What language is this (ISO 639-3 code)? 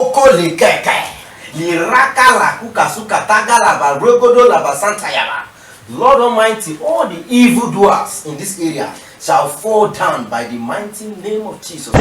pcm